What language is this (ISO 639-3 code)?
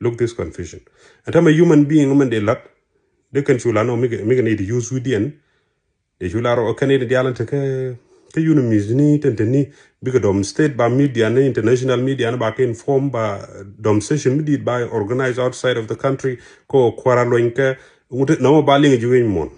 nus